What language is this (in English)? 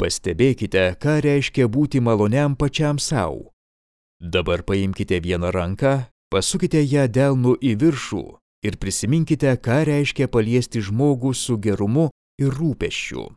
Lithuanian